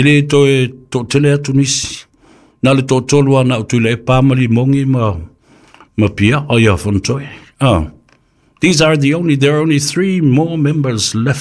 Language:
Samoan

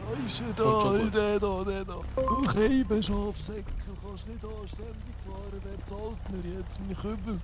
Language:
Swiss German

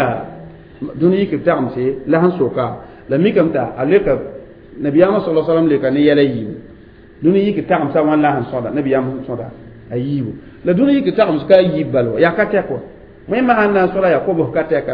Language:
Mossi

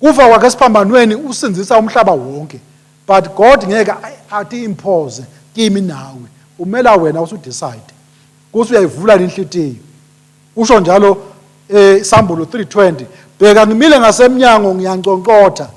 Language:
Swati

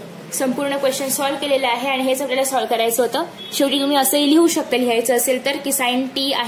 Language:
Marathi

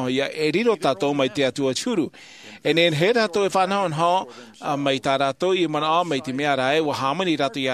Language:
Tahitian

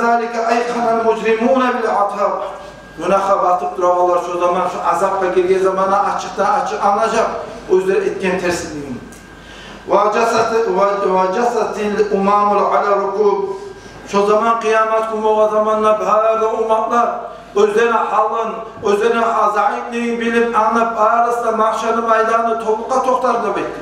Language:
Kumyk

